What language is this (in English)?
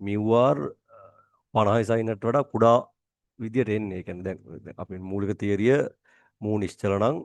Sinhala